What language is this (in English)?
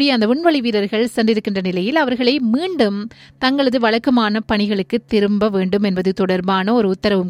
Tamil